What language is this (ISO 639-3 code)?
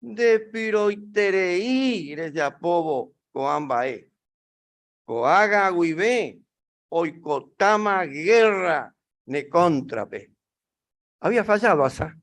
grn